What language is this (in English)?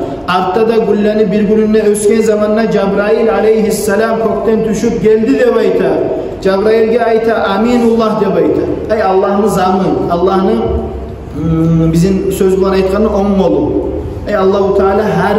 Kumyk